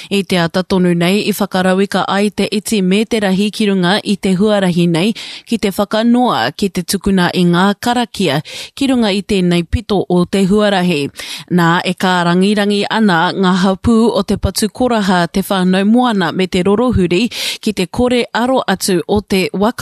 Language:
Māori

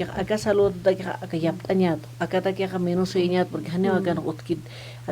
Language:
Aymara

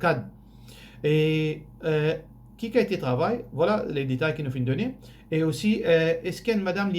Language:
Morisyen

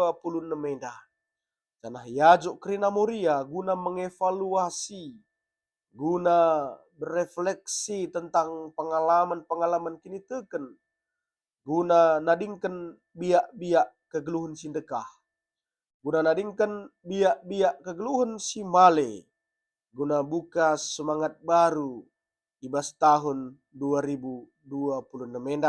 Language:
Batak Karo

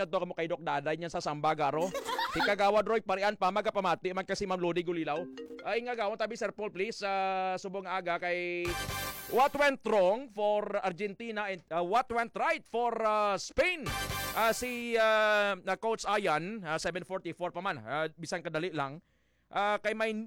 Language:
Hiligaynon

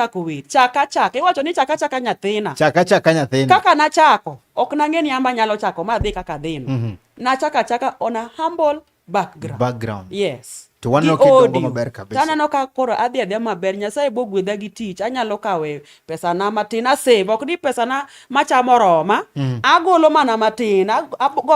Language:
Luo (Kenya and Tanzania)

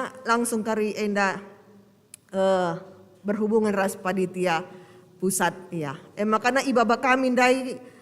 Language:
Batak Karo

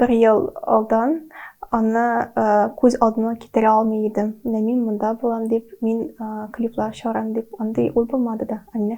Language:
Tatar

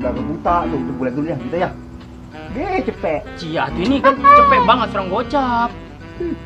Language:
Betawi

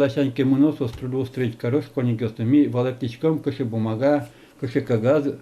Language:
Udmurt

